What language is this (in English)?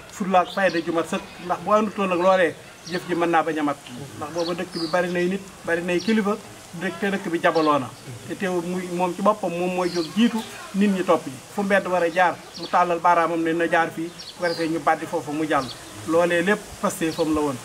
Wolof